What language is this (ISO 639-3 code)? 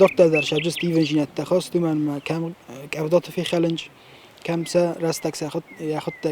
oss